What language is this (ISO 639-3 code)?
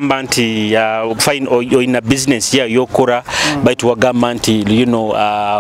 nyo